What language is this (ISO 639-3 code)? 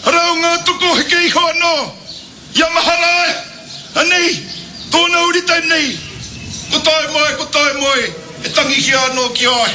mri